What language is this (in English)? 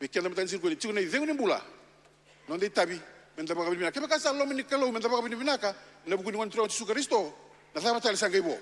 Fijian